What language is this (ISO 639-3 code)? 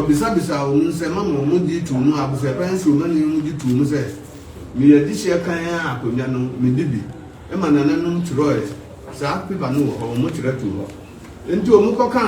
aka